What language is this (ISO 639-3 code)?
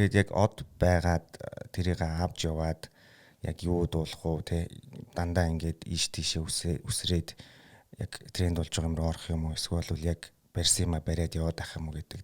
mon